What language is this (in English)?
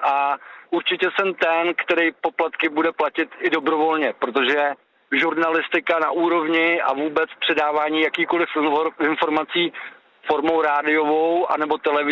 Czech